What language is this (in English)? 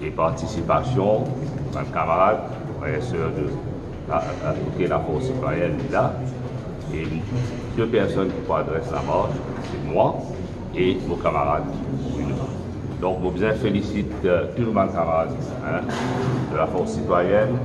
Morisyen